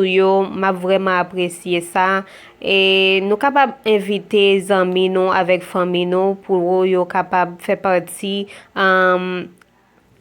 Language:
Haitian Creole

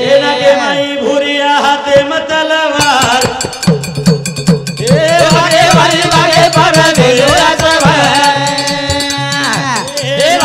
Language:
Lambadi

